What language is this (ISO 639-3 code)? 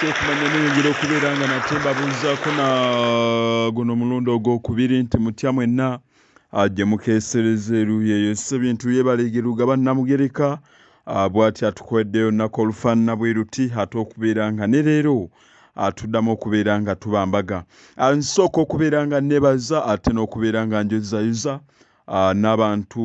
lug